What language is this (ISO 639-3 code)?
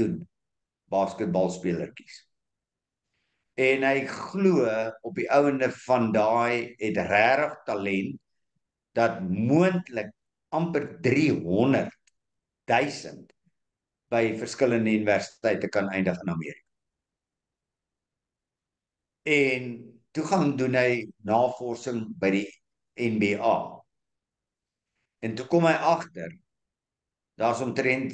afr